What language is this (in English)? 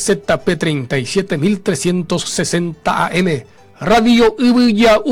Guarani